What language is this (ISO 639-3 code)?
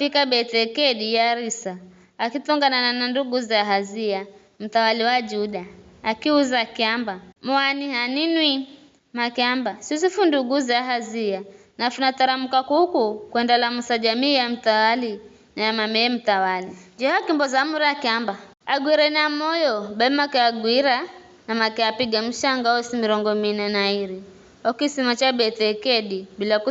nyf